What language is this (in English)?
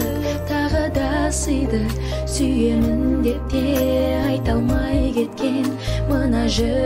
Kazakh